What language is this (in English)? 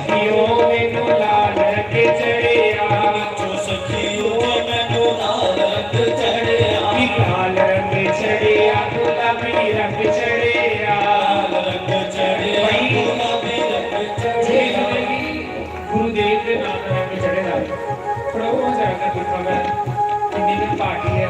Dogri